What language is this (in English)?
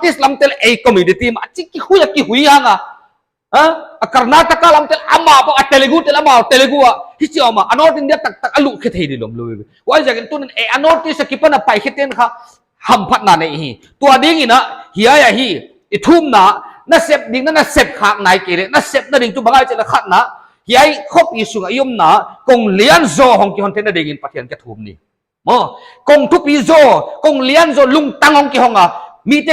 Paite Chin